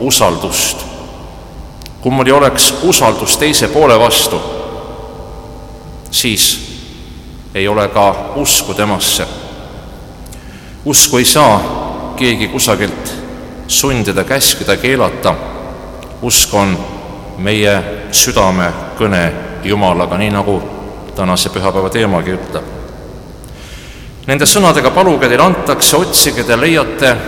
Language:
Estonian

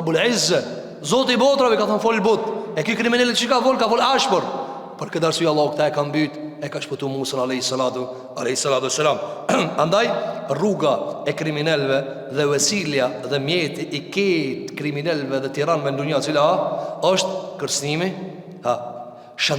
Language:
Albanian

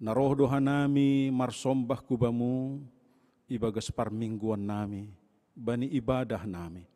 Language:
Batak Simalungun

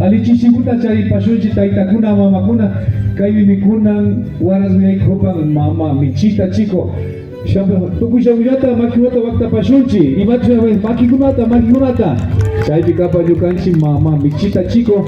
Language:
Imbabura Highland Quichua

